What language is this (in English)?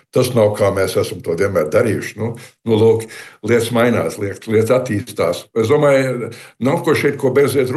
Latvian